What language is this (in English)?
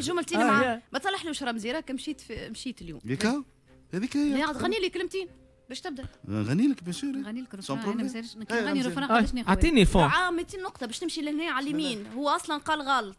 Tunisian Arabic